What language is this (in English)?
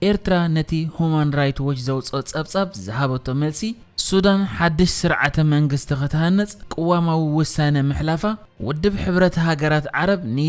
Tigrinya